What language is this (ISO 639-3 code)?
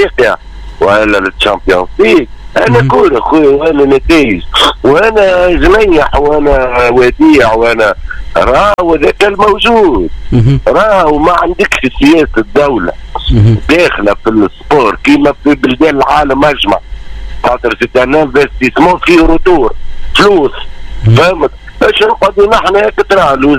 aeb